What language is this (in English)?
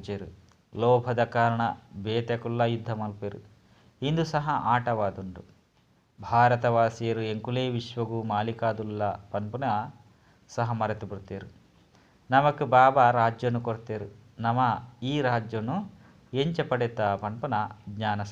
Tulu